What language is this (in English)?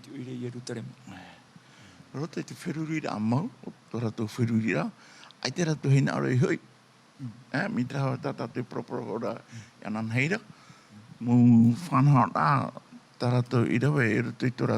Tahitian